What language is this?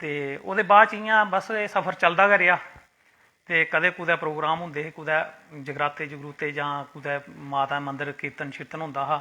Dogri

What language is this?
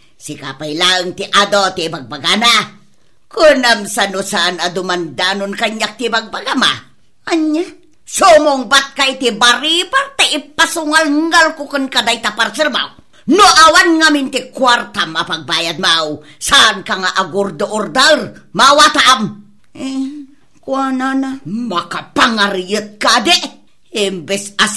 Iloko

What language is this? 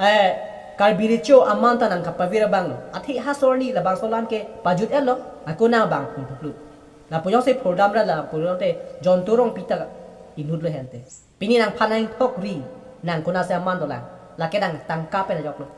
Karbi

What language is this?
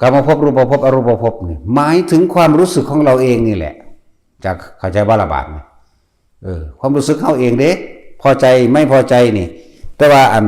Northeastern Thai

